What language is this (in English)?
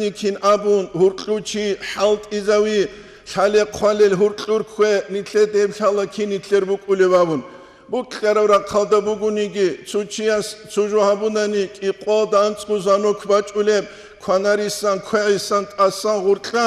Avaric